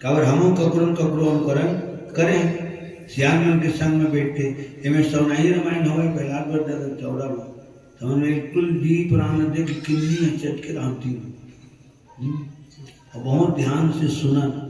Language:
Chhattisgarhi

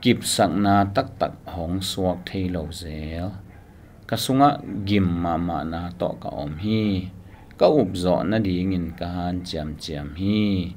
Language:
Tedim Chin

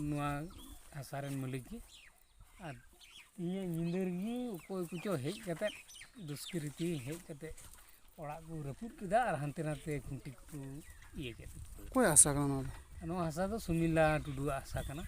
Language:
Santali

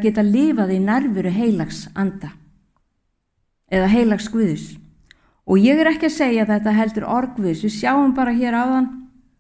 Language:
Icelandic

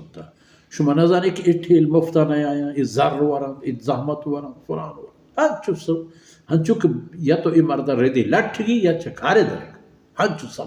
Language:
Baluchi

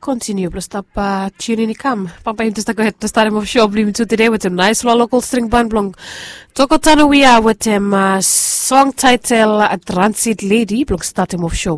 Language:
Bislama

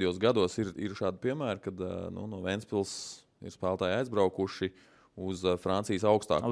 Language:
Latvian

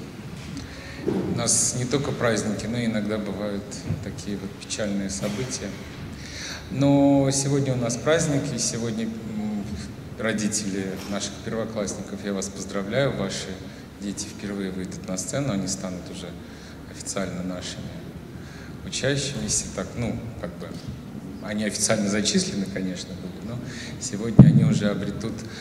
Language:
Russian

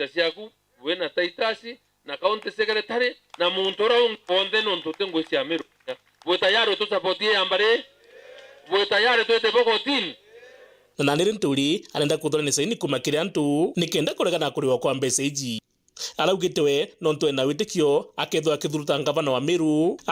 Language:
Meru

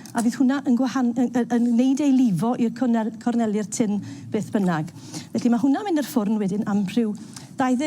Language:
Welsh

